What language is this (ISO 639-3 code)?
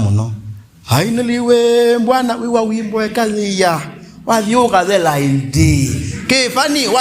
kam